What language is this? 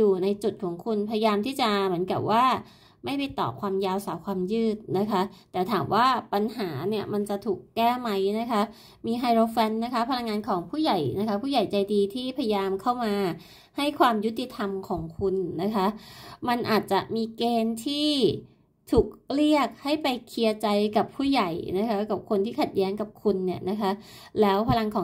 Thai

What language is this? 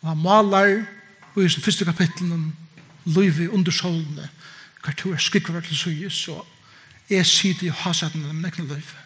Faroese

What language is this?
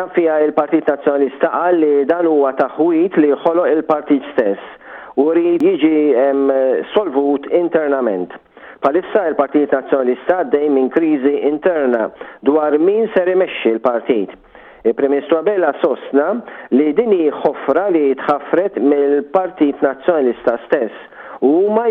Maltese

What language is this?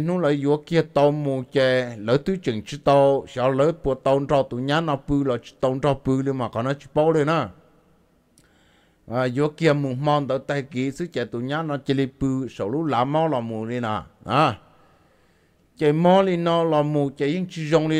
Vietnamese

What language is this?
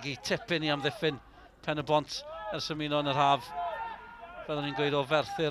Welsh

